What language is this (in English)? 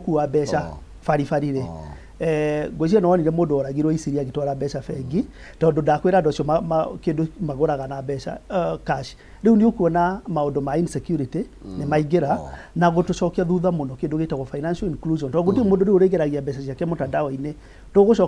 Kikuyu